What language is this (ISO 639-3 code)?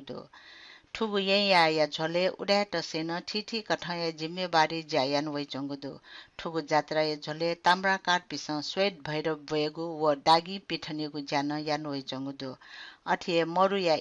new